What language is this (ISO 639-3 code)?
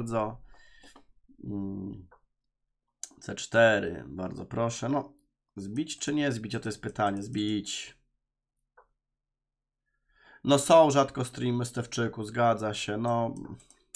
pol